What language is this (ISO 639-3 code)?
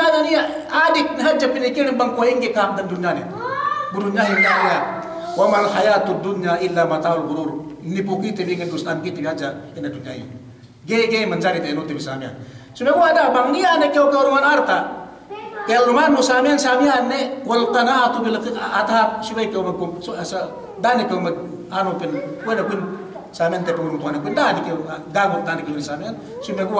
yka